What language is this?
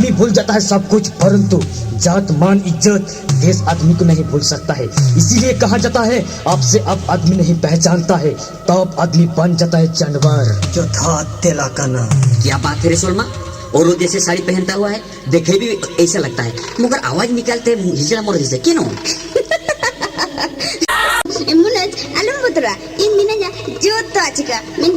Santali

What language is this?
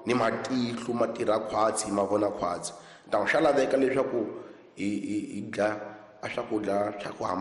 Tsonga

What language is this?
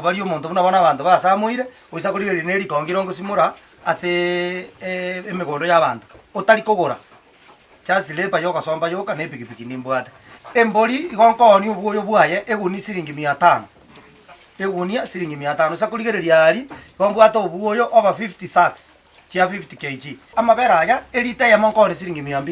Gusii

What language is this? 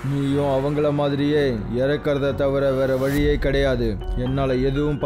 Tamil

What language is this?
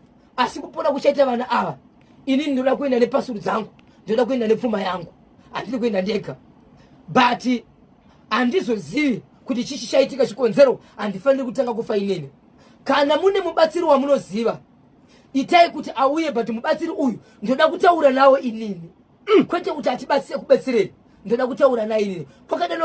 Shona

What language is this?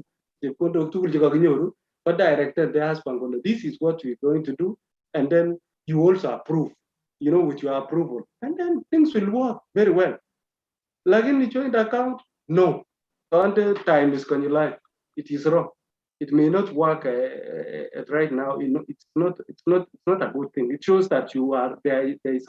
Kalenjin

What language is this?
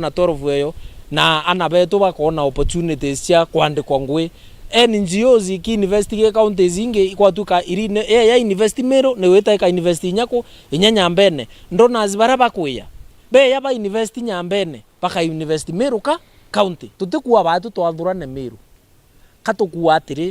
Meru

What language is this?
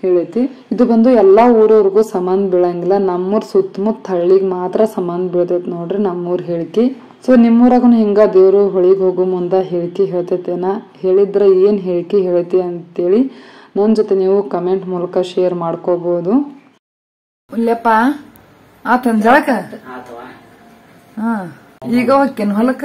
Kannada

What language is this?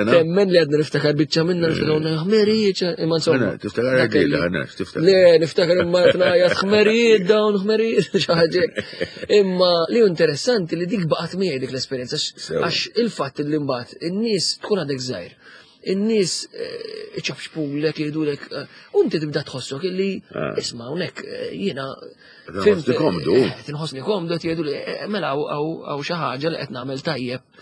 Maltese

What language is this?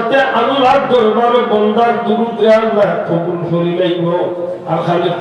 Sylheti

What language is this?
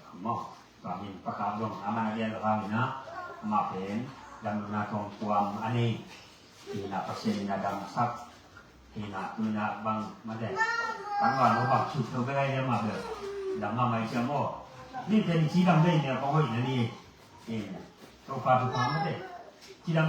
Tedim Chin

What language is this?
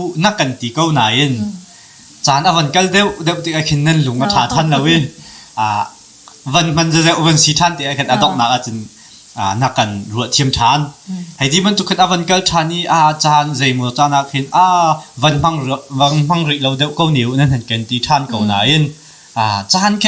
Hakha Chin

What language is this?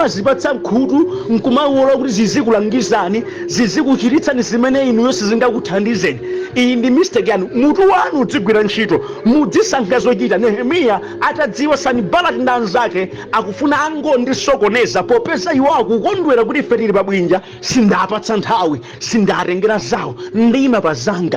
Nyanja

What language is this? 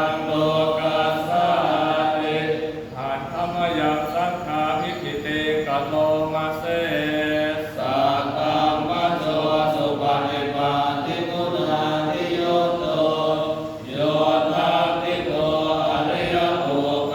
Pali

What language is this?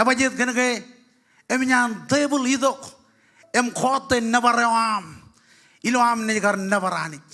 Marshallese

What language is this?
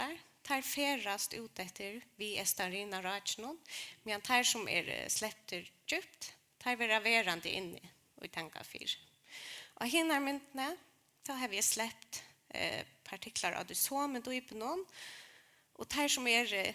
Faroese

